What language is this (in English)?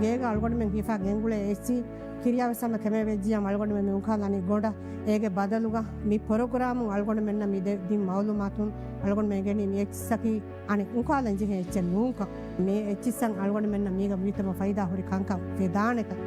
Divehi